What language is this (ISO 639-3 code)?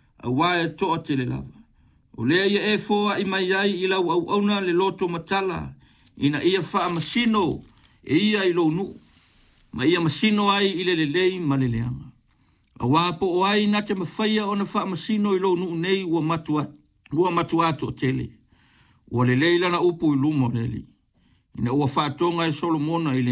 smo